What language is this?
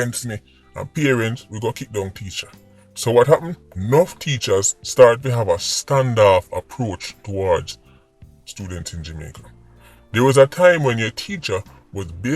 Jamaican Creole English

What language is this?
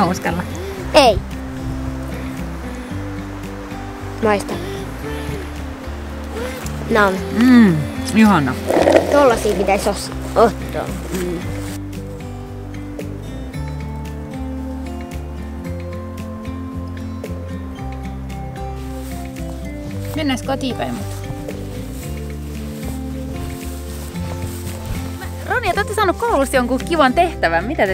Finnish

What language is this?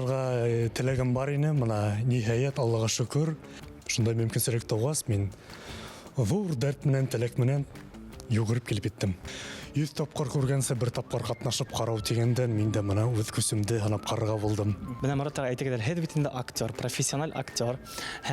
Bashkir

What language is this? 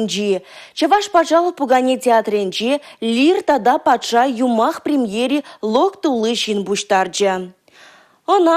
Chuvash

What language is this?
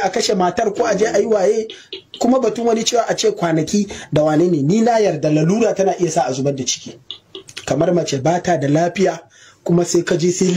Hausa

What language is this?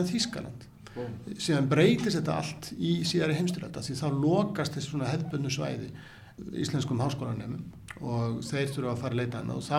Icelandic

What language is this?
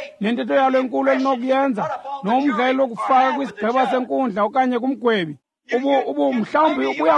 Xhosa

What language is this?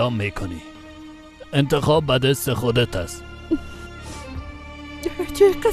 Persian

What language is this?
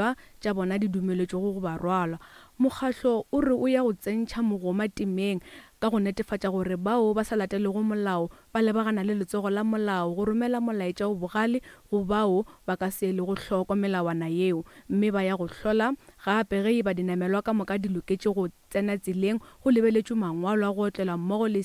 Northern Sotho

